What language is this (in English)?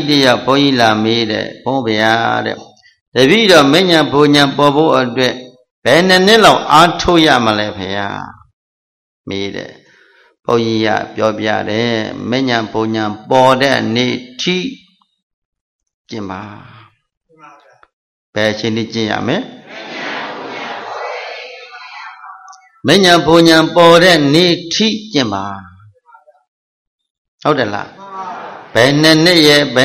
Burmese